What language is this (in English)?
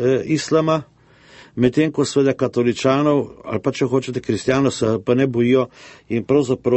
Slovenian